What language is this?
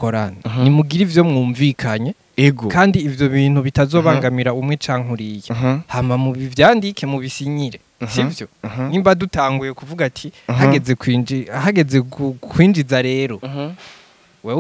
Rundi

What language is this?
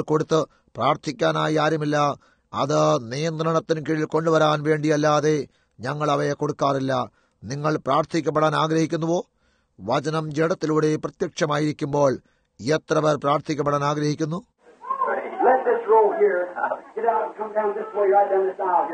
Malayalam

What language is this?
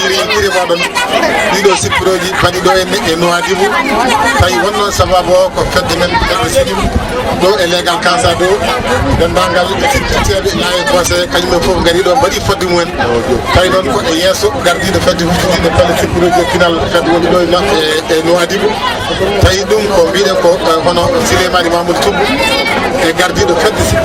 Fula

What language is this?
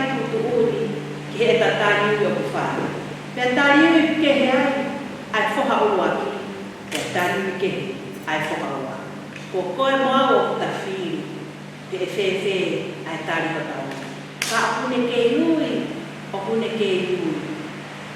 Tongan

